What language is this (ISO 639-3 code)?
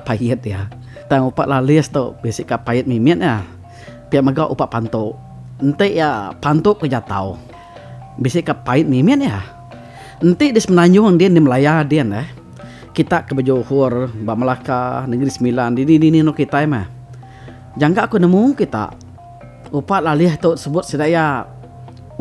iba